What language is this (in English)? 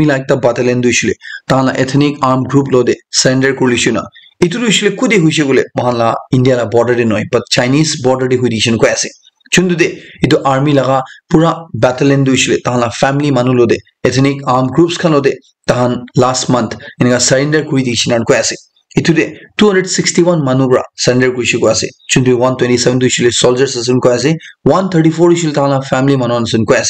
Naga Pidgin